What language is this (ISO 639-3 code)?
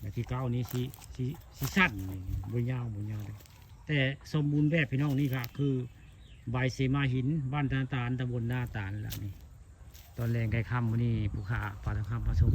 tts